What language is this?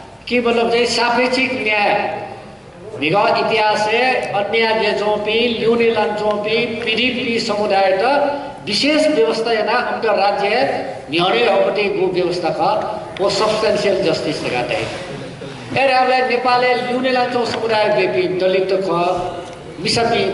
Newari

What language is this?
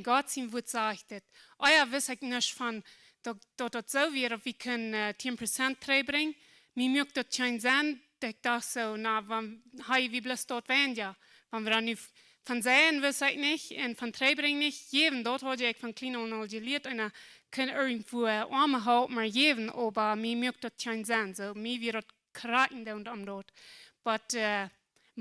Plautdietsch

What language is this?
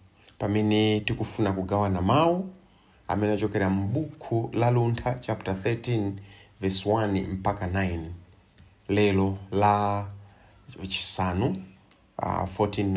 Nyanja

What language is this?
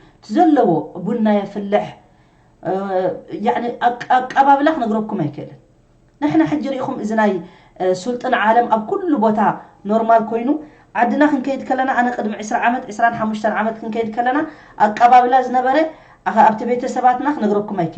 Tigrinya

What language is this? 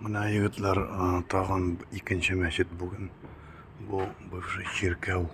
Tatar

